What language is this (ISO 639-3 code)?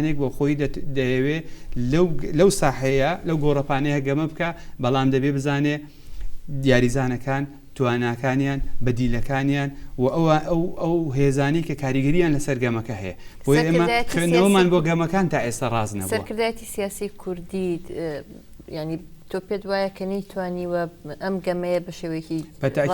ckb